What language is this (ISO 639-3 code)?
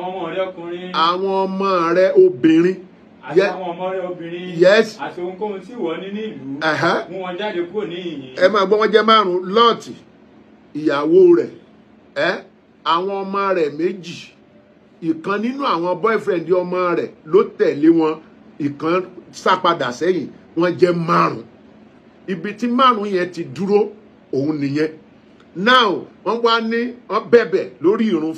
yor